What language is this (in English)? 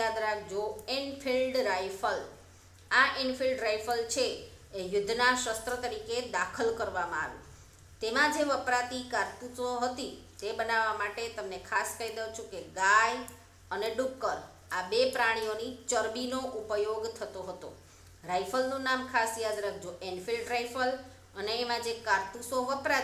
Gujarati